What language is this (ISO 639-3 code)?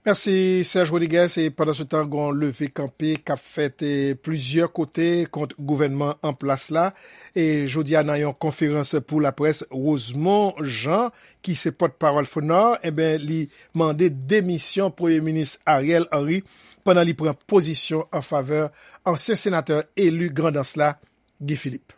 hat